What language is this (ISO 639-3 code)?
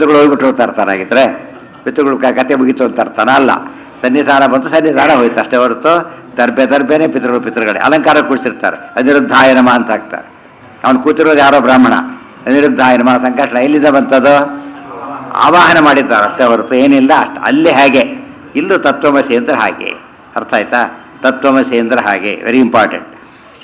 kan